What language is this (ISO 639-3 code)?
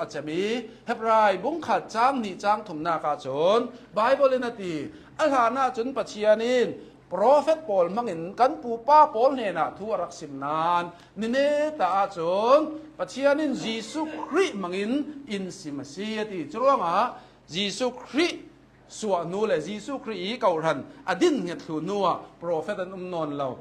cnh